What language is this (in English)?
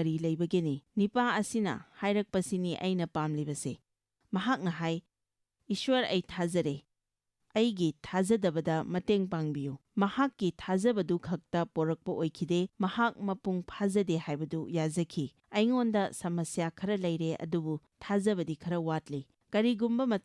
Manipuri